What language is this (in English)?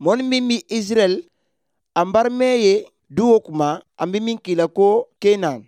Bambara